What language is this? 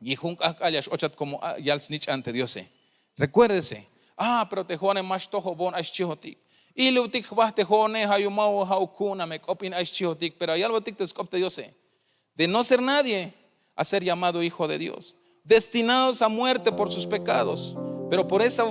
Tzeltal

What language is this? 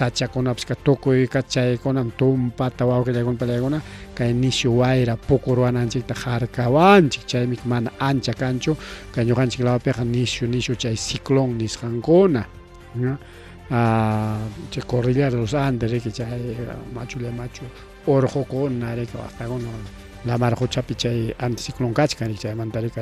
Ayacucho Quechua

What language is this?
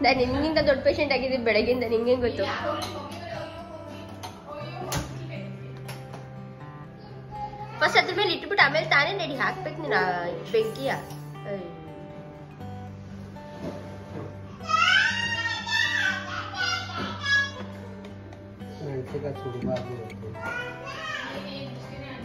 Kannada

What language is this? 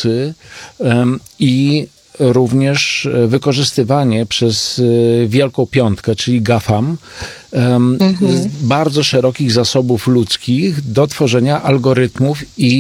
Polish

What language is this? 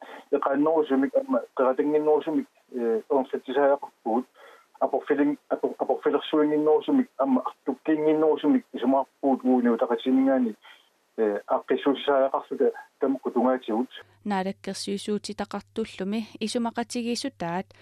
Kalaallisut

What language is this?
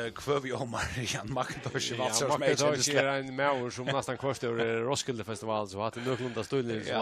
Faroese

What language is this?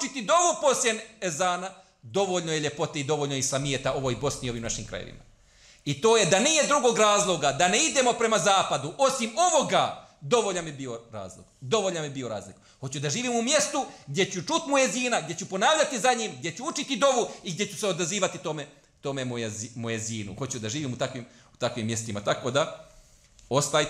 Bosnian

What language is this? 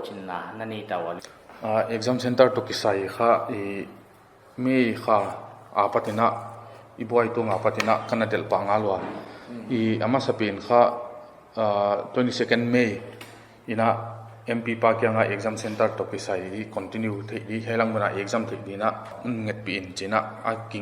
Paite Chin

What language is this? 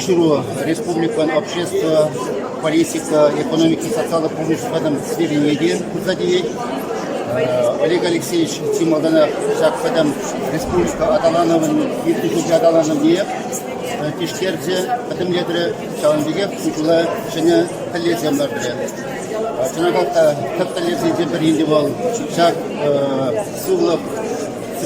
Chuvash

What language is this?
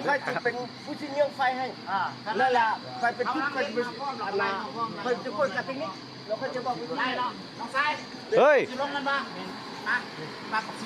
Northeastern Thai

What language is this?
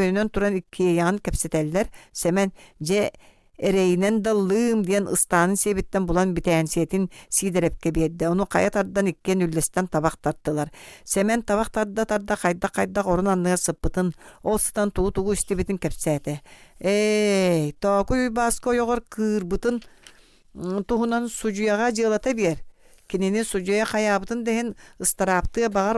Yakut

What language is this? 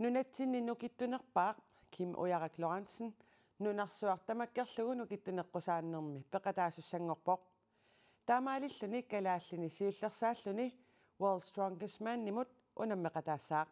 Kalaallisut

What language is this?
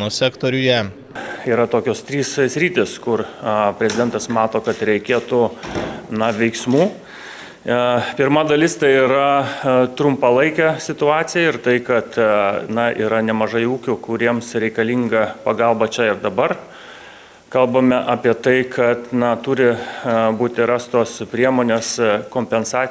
Lithuanian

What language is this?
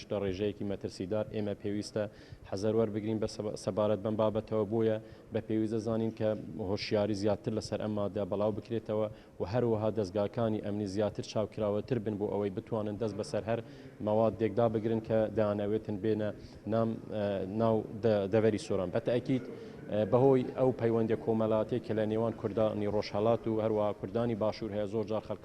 Central Kurdish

